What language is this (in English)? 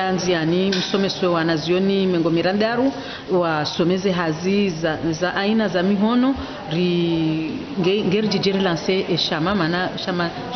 Ngazidja Comorian